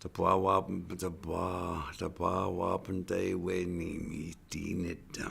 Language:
Chippewa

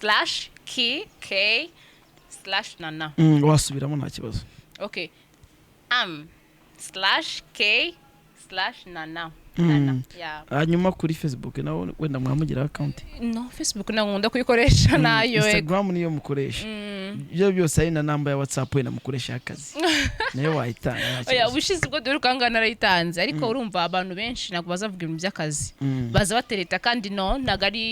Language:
Kinyarwanda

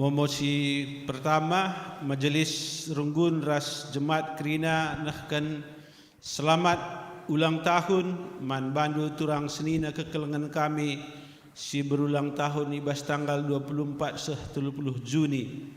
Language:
Batak Karo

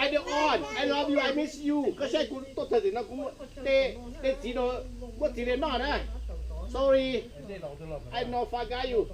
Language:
Hmong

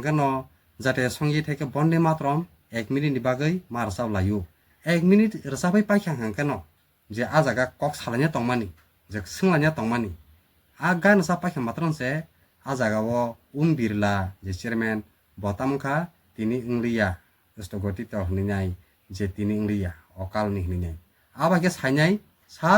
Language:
Kok Borok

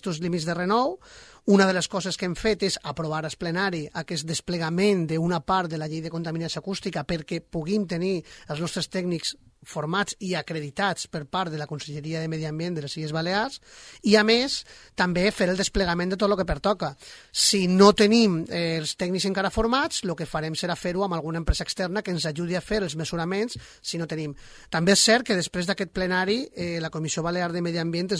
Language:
Catalan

